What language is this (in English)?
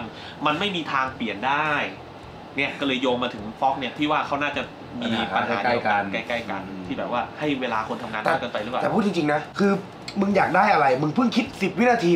Thai